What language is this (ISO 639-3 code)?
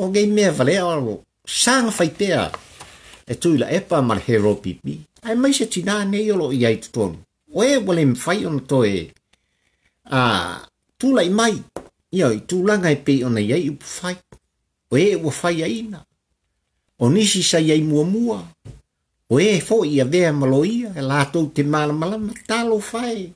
smo